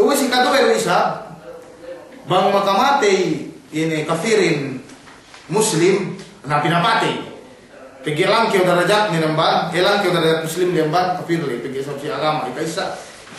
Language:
Yakan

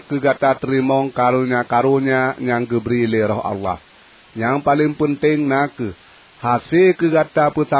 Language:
Achinese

